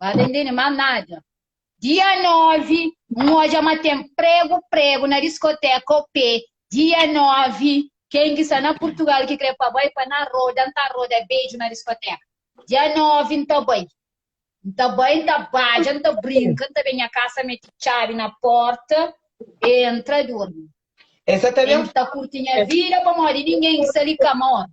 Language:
Kabuverdianu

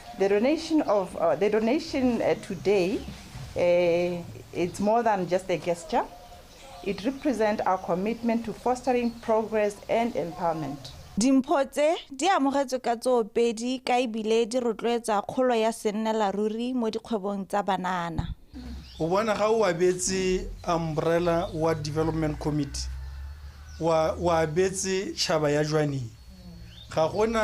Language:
Tswana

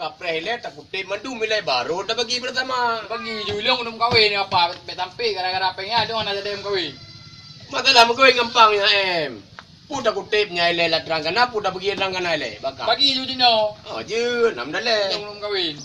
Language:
Achinese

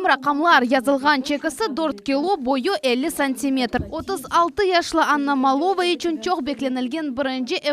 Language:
Crimean Tatar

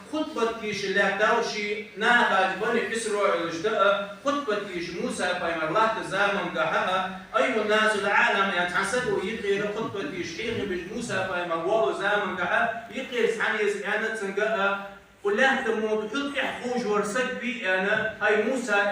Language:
Ingush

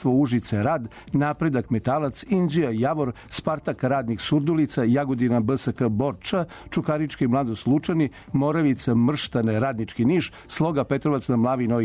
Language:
Serbian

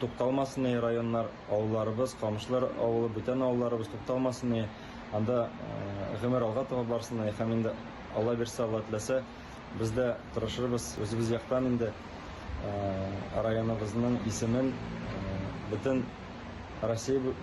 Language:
Tatar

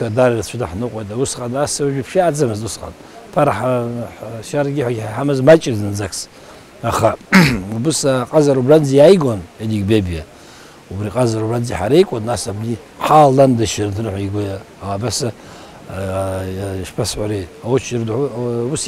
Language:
Abkhazian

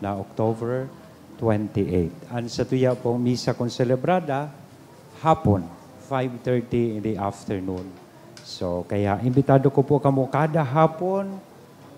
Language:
Bikol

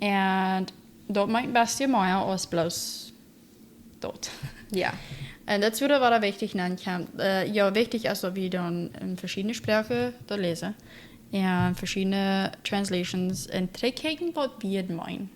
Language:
Plautdietsch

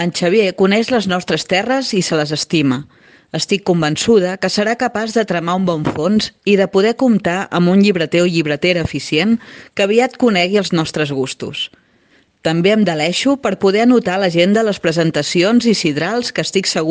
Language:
Catalan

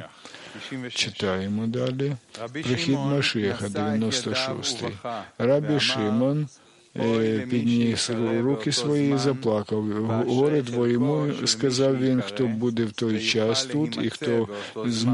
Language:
Ukrainian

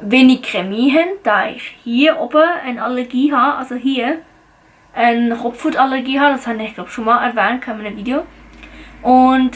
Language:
Swiss German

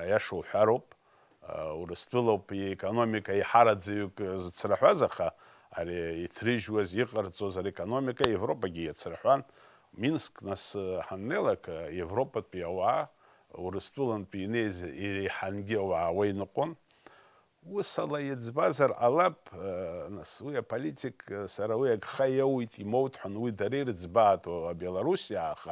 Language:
Abkhazian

